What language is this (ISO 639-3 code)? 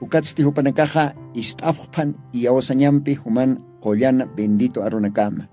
aym